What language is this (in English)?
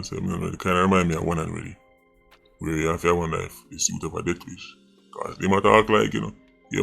Jamaican Creole English